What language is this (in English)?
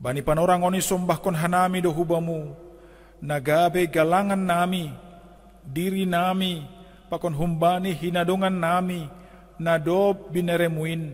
Batak Simalungun